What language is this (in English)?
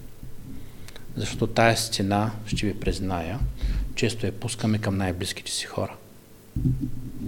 Bulgarian